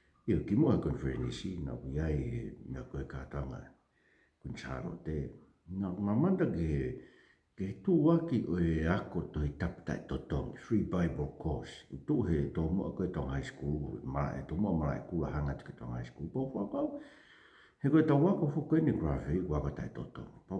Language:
Tongan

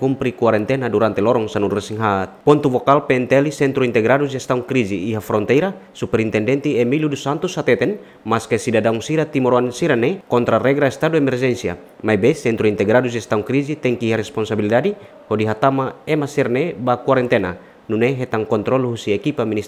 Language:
Tetum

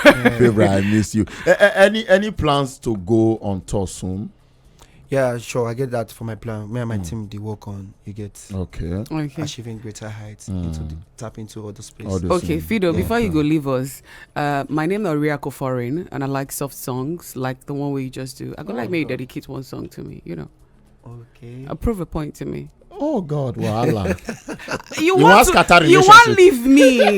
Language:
Nigerian Pidgin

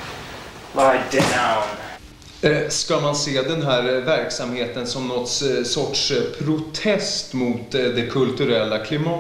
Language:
Swedish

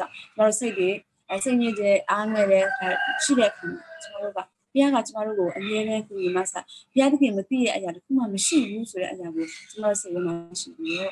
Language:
Burmese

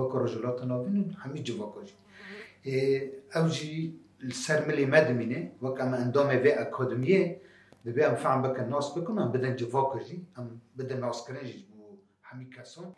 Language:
Kurdish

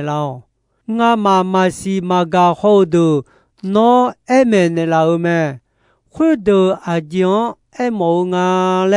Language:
Akha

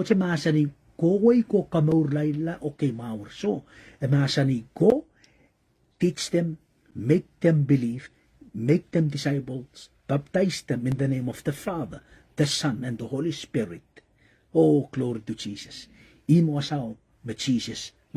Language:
Pohnpeian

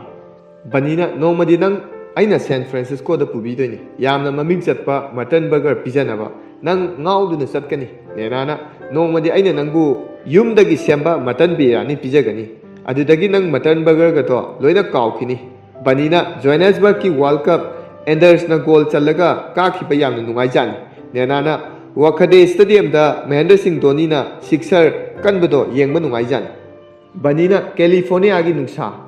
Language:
Manipuri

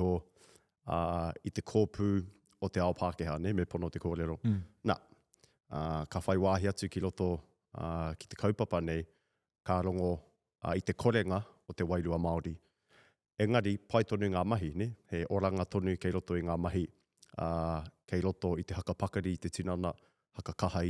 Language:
Māori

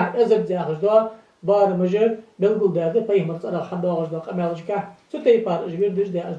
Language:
Ingush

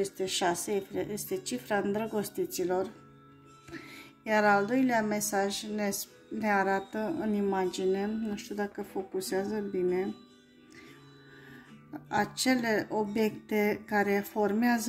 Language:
Romanian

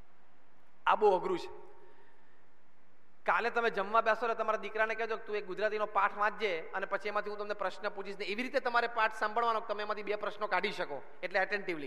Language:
Gujarati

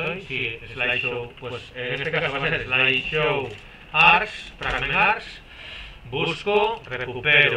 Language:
Spanish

